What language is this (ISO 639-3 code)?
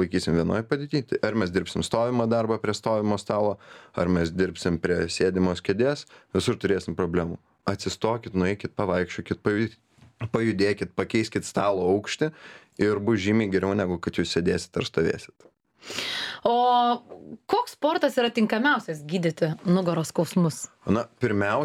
lit